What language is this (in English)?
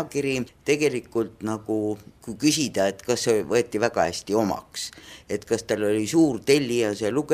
Estonian